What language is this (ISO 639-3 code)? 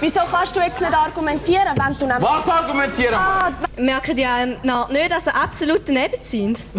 gsw